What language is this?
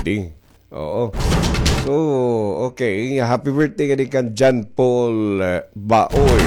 Waray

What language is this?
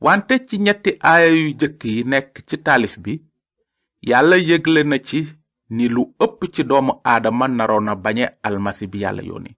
Wolof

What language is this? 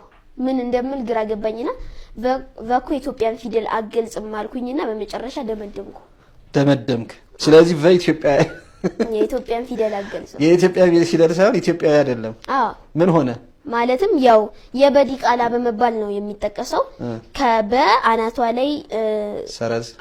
Amharic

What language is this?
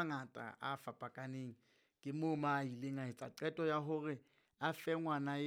Southern Sotho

